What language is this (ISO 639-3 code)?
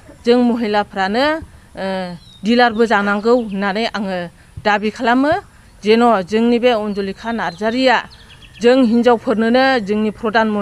brx